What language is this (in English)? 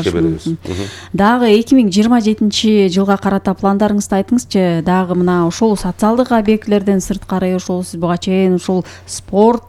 Kyrgyz